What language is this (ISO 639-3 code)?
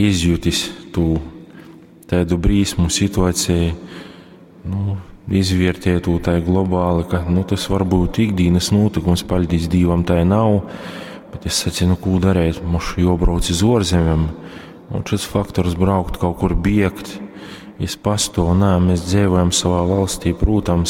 ltg